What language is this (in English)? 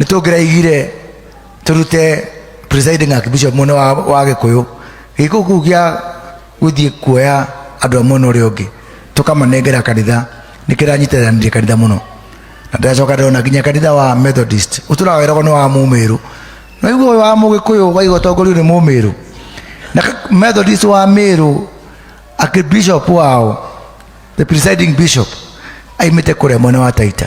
Kikuyu